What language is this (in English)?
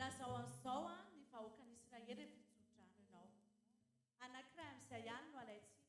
Malagasy